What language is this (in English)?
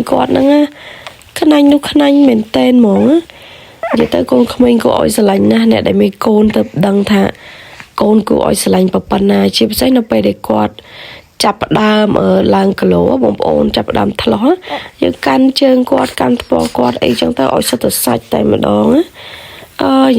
Khmer